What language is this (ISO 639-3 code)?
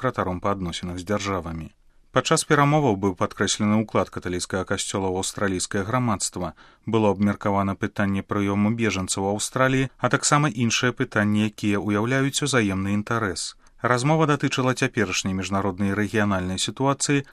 bel